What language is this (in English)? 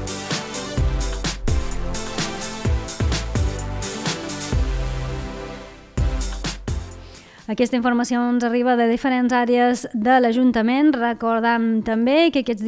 Catalan